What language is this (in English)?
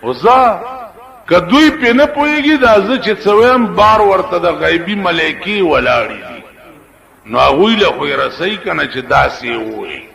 Pashto